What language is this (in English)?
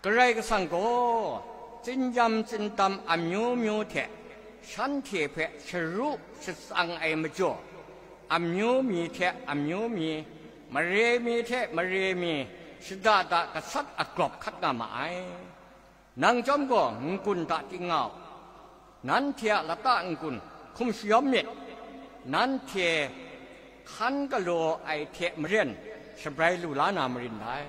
Kachin